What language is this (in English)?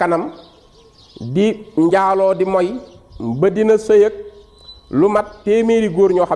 Wolof